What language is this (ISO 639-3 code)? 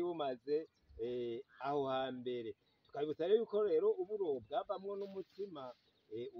run